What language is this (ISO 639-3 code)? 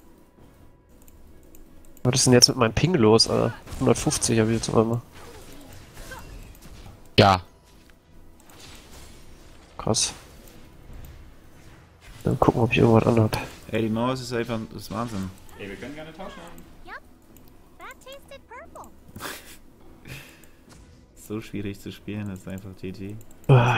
deu